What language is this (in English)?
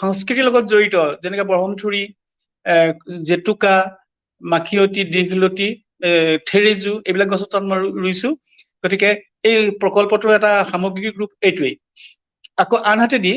Assamese